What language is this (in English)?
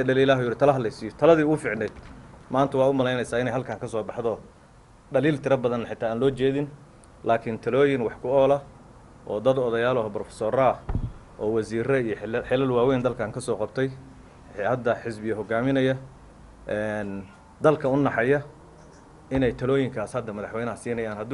Somali